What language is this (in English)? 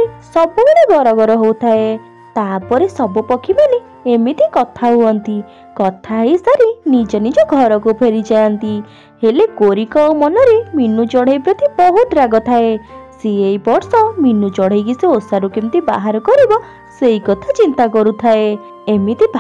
Odia